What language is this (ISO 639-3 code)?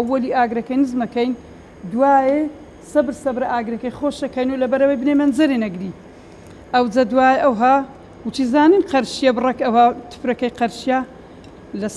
ckb